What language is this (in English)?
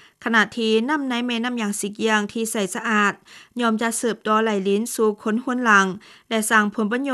Lao